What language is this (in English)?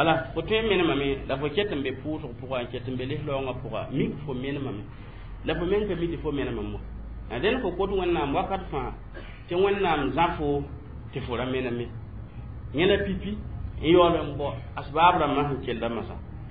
Mossi